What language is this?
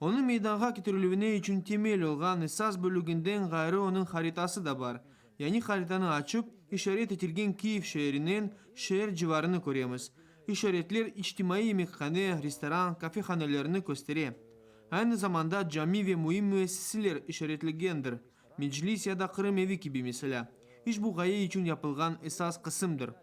Crimean Tatar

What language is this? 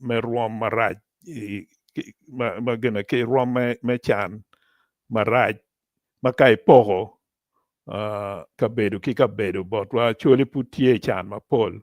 Acoli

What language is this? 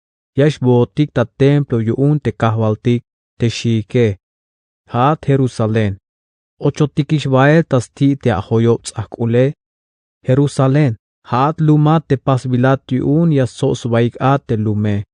Tzeltal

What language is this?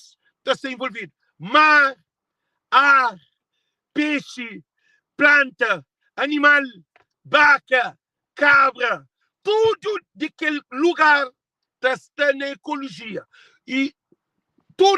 Kabuverdianu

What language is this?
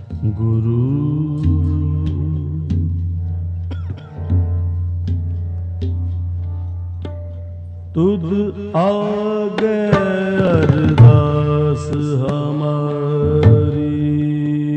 Punjabi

